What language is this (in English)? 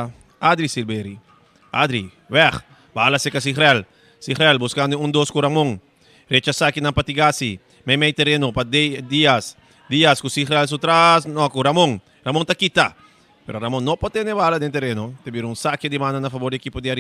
Papiamento